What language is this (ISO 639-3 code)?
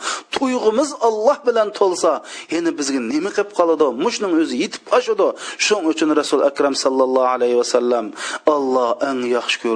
uig